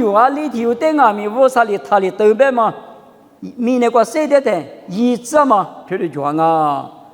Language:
Lisu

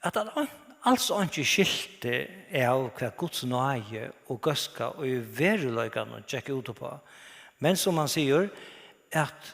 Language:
Faroese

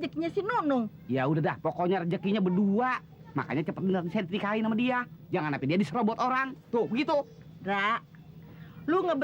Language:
Betawi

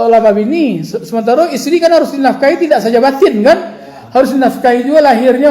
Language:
Minangkabau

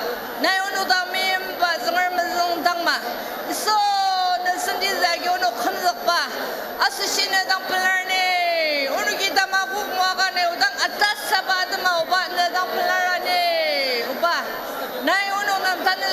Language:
Ao Naga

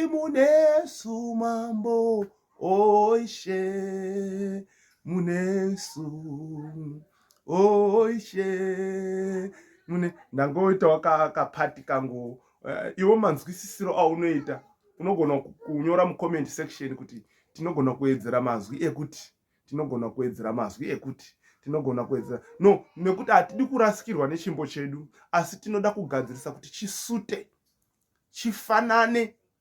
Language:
Shona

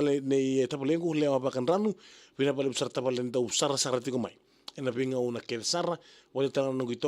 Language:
Fijian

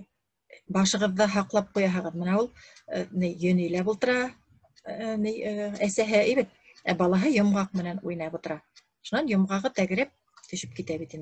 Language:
Bashkir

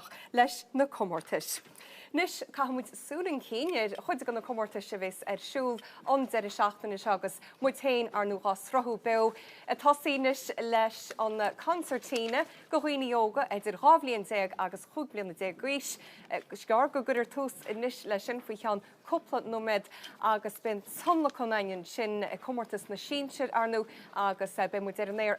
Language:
Irish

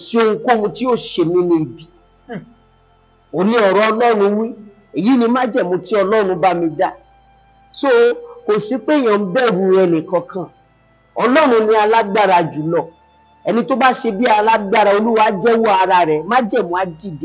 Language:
Yoruba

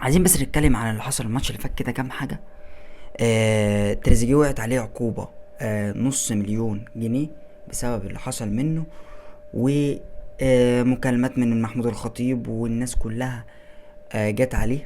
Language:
Egyptian Arabic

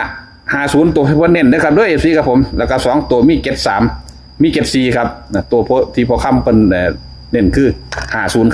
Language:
Northeastern Thai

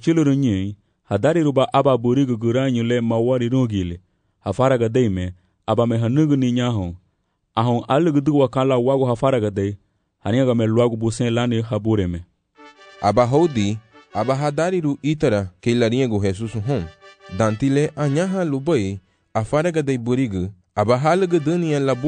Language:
Garifuna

